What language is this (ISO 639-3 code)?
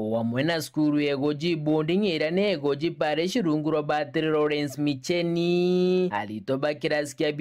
mer